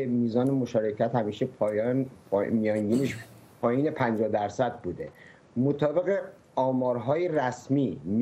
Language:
Persian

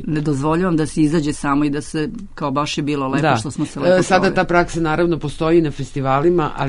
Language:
Serbian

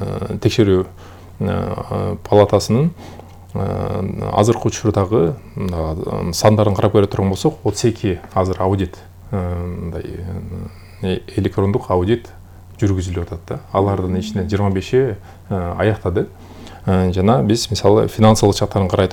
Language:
Kyrgyz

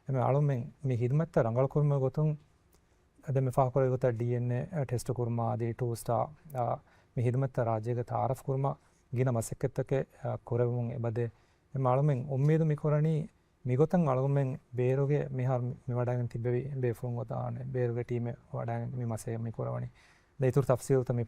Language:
Divehi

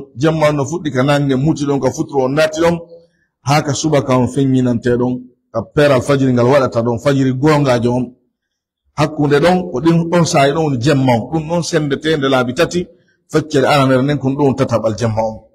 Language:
Pular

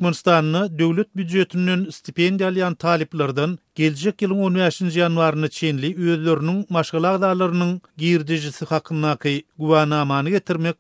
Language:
Turkmen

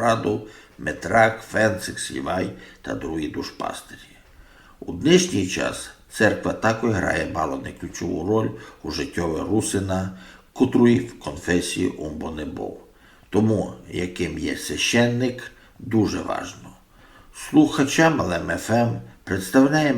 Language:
Rusyn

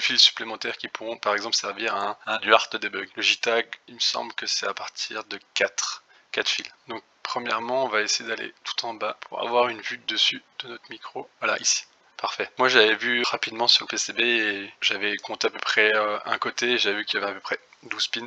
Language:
French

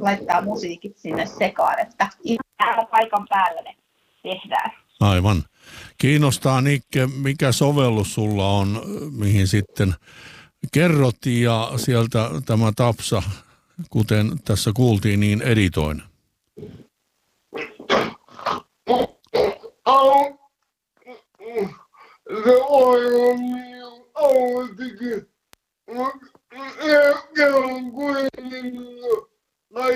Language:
Finnish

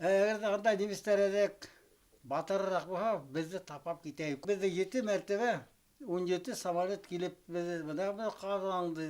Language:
Bashkir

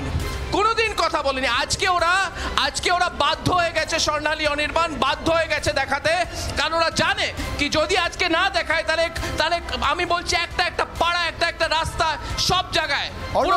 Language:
Bangla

